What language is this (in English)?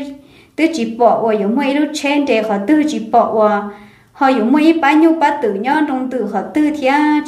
Hmong